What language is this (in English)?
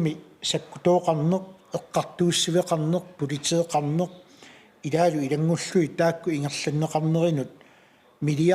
Kalaallisut